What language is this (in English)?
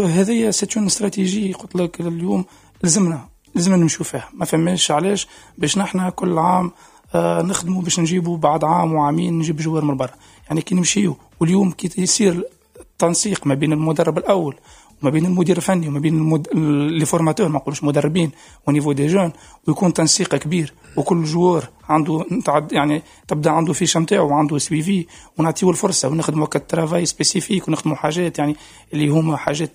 Tunisian Arabic